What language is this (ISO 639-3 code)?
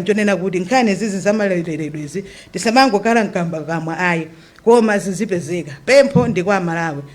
nya